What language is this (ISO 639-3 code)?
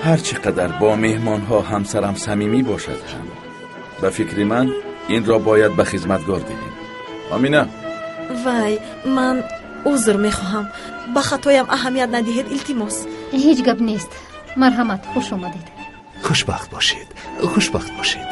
tgk